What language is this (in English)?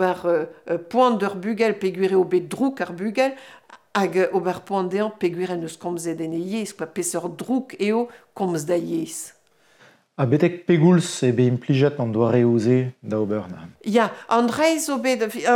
Breton